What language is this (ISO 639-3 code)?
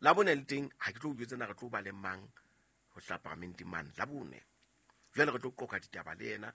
sot